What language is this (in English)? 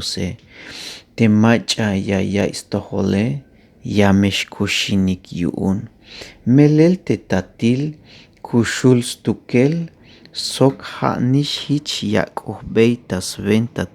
Tzeltal